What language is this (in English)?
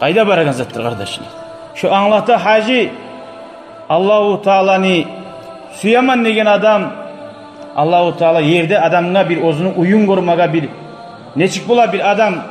Kumyk